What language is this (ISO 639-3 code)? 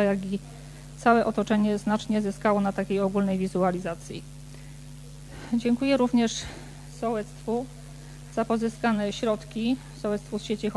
pol